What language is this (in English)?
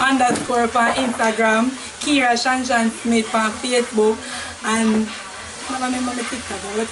Jamaican Creole English